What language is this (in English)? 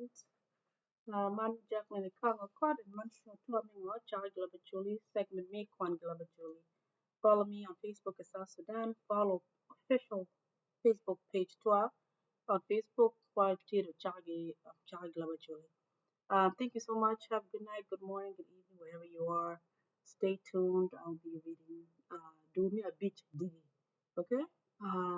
Acoli